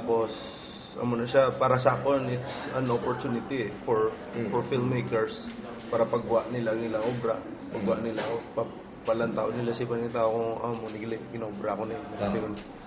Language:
Hiligaynon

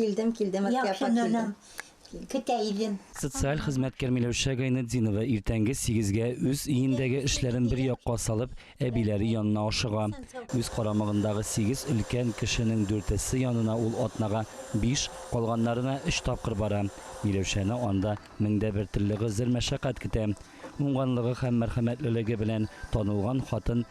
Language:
Tatar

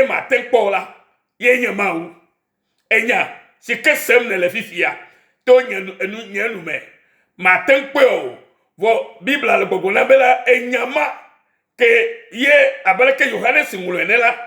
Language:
Ewe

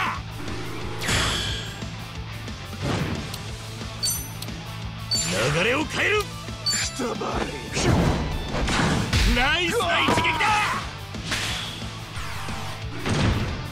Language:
Japanese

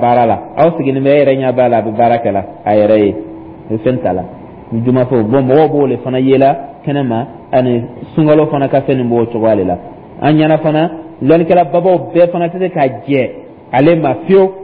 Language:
Dyula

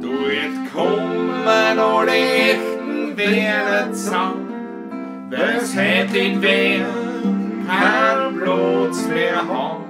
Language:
Bavarian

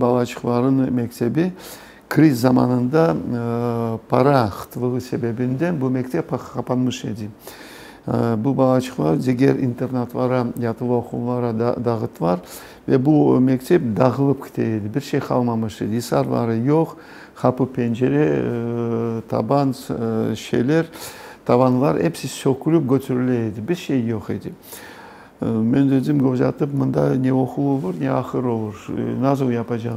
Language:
Crimean Tatar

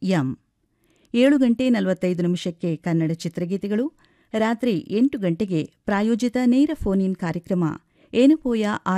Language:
Kannada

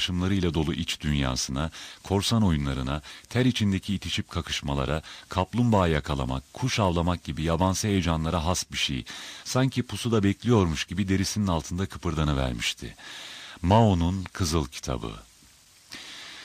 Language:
Turkish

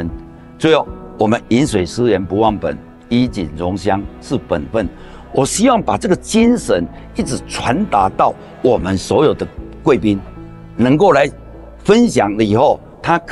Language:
Chinese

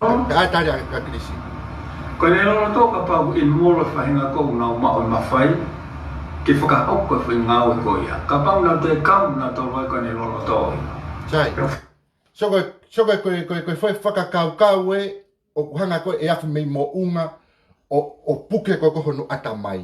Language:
Tongan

